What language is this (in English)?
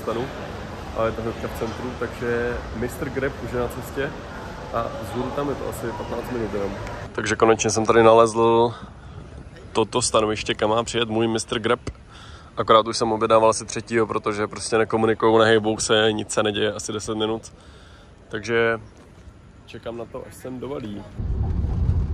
Czech